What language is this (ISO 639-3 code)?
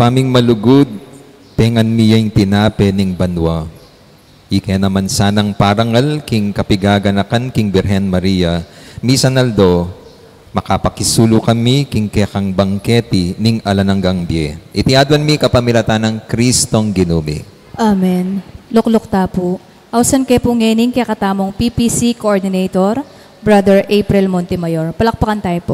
pam